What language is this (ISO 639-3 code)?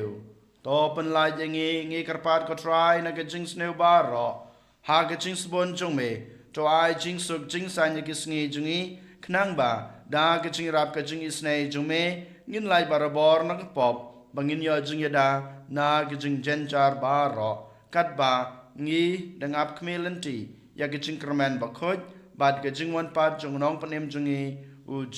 kha